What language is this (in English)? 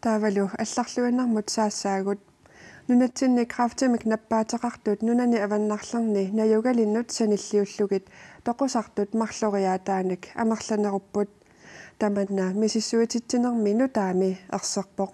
Kalaallisut